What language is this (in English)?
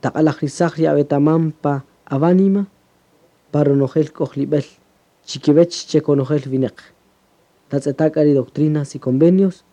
Kaqchikel